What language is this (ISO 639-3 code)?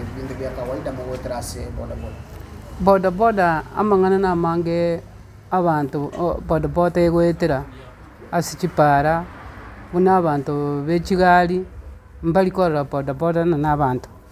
guz